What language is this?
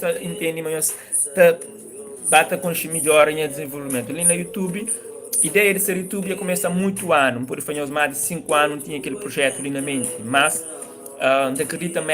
Kabuverdianu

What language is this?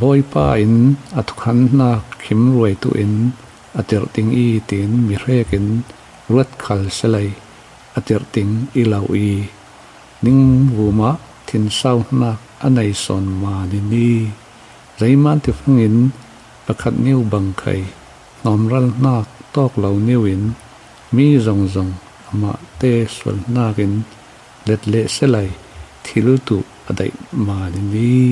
Falam Chin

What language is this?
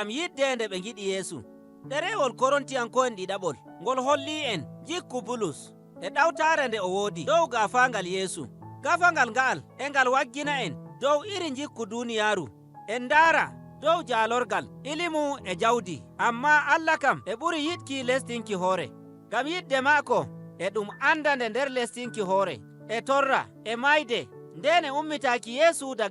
Nigerian Fulfulde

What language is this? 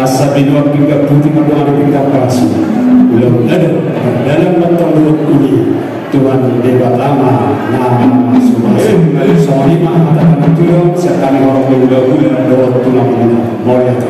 Batak Toba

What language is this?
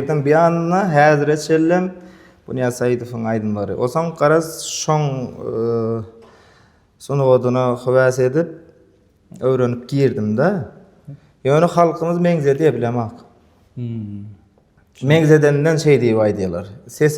Turkmen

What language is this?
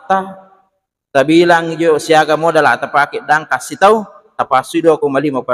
Buginese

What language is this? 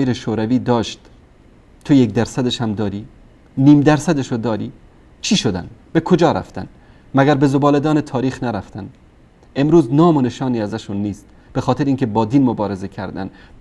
Persian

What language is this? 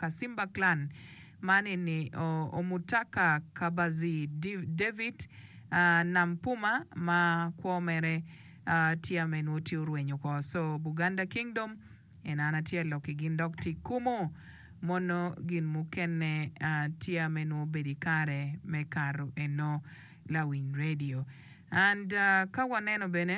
Acoli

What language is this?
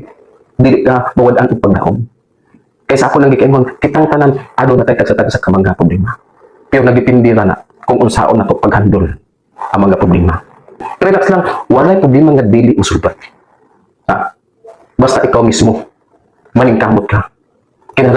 Cebuano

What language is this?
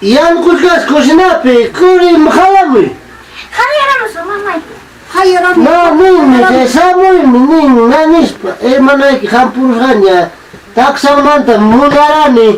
Ayacucho Quechua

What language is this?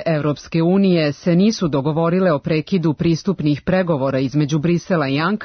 Serbian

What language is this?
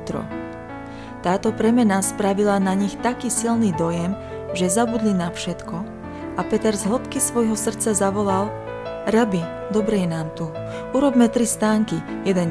Slovak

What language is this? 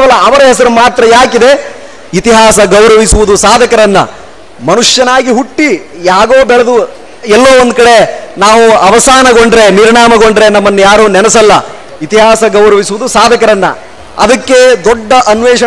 Kannada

